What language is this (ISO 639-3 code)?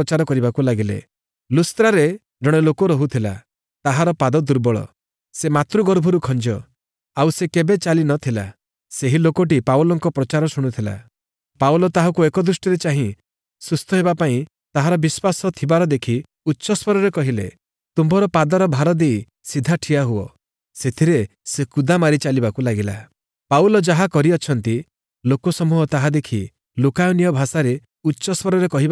ori